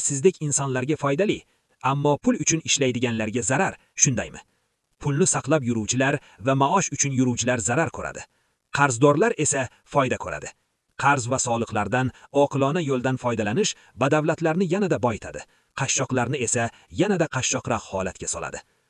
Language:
Uzbek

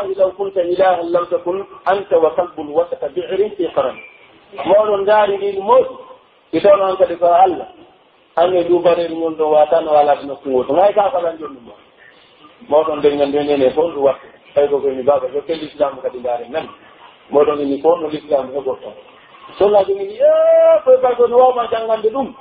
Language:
Pular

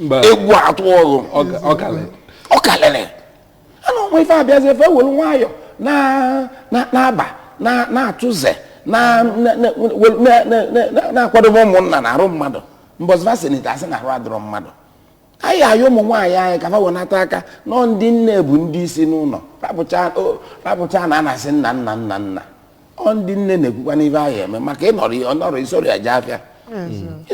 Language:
Igbo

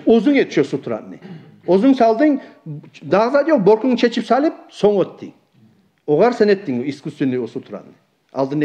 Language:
Kumyk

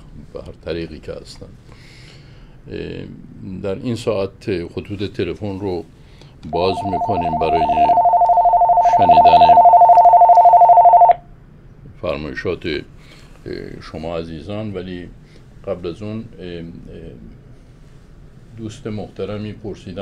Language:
Persian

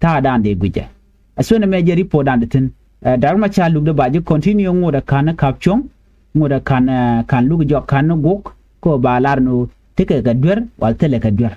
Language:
Nuer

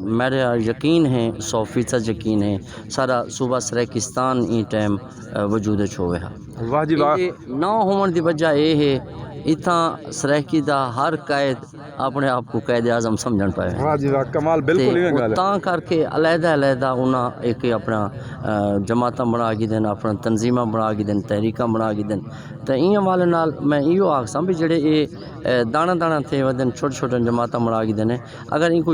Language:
Saraiki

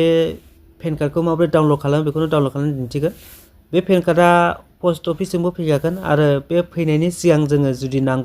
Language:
Bodo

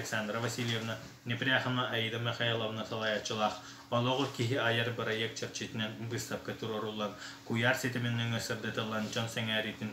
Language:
Yakut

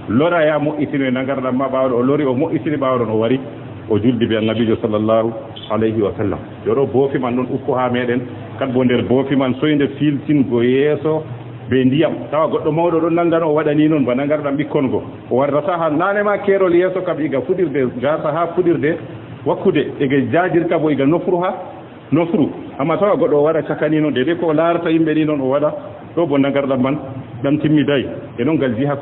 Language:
Fula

